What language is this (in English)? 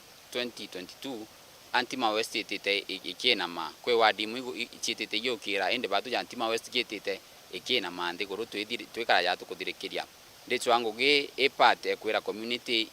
Meru